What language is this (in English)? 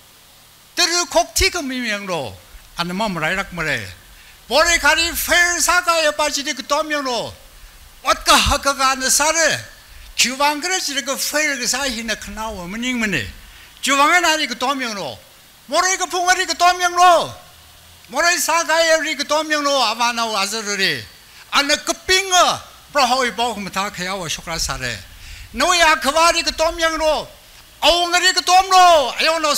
Tangkhul Naga (India)